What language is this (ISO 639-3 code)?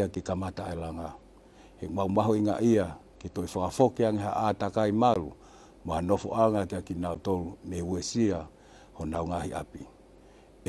ton